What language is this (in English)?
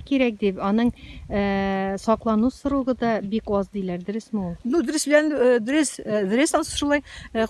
Tatar